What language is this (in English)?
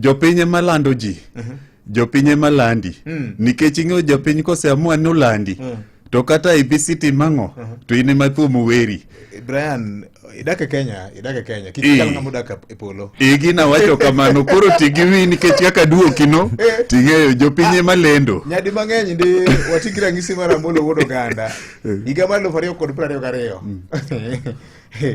Luo (Kenya and Tanzania)